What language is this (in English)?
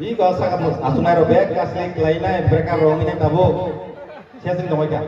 Kok Borok